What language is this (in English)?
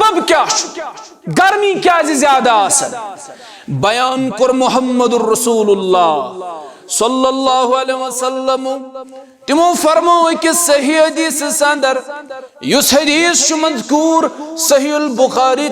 Kashmiri